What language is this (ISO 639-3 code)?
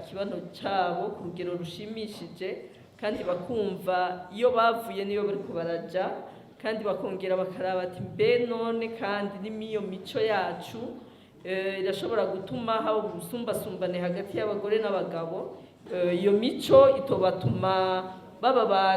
run